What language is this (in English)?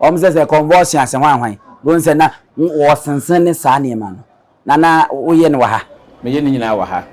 Akan